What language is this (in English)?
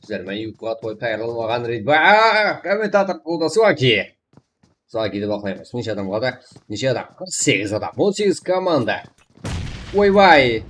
Kara-Kalpak